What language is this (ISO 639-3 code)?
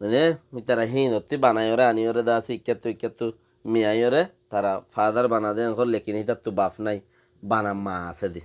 rhg